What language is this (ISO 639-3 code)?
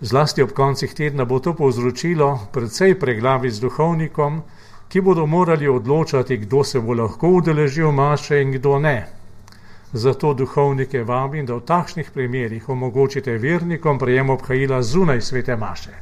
slv